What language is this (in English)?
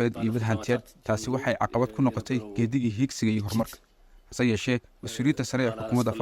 Somali